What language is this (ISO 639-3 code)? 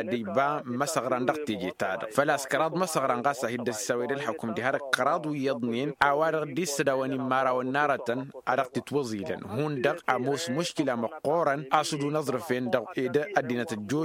taq